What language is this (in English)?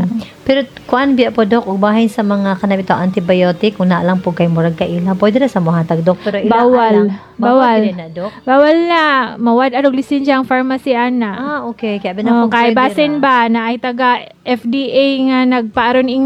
Cebuano